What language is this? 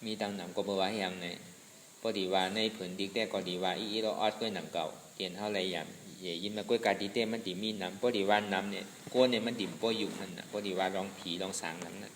Shan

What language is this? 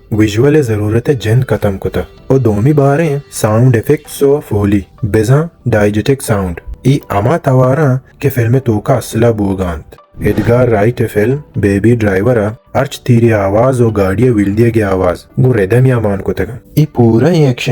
Baluchi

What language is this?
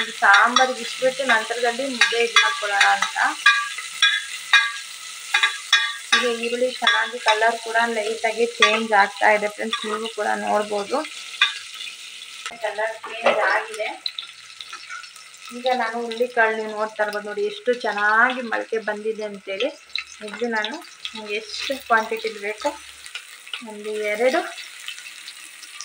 Kannada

